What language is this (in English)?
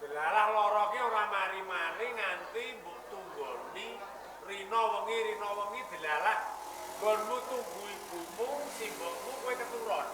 Javanese